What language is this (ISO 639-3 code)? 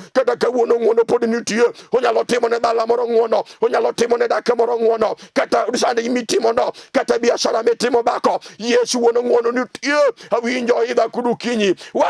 luo